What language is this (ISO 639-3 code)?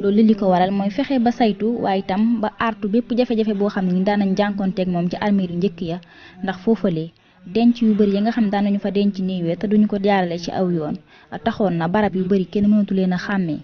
wol